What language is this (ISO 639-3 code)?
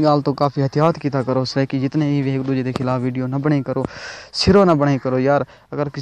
skr